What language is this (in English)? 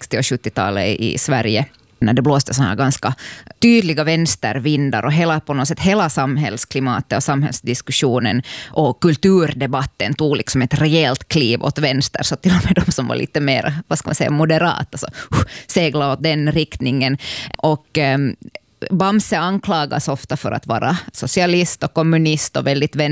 Swedish